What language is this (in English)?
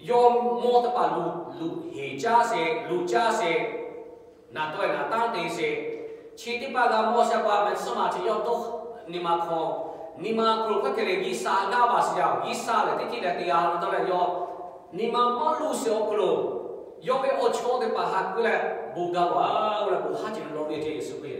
Lahu